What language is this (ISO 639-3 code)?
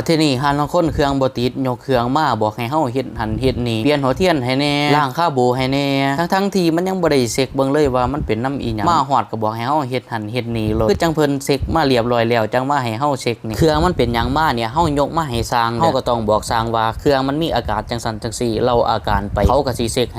lao